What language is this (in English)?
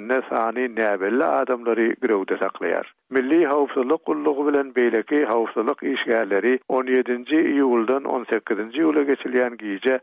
Turkmen